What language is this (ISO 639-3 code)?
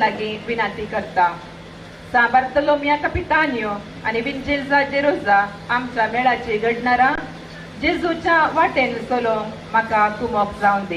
kok